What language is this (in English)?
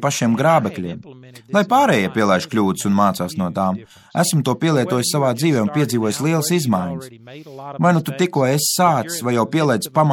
Latvian